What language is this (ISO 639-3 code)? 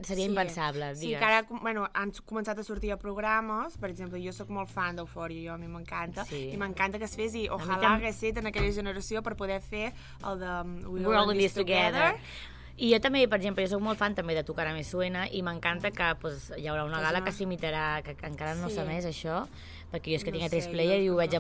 cat